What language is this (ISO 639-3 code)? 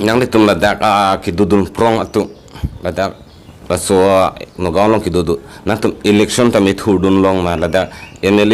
mjw